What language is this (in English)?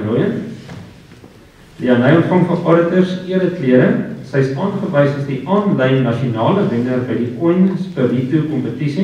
Afrikaans